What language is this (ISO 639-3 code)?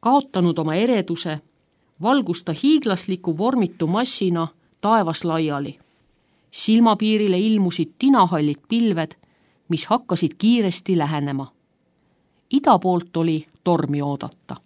est